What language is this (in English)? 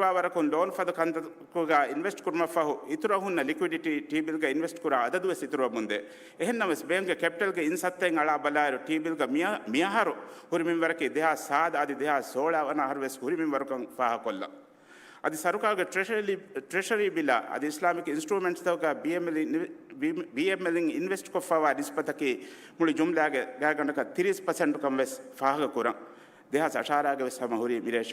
Divehi